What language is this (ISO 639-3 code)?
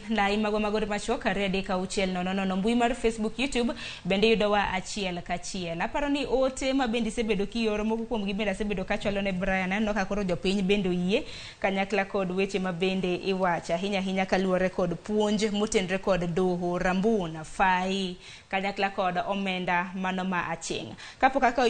luo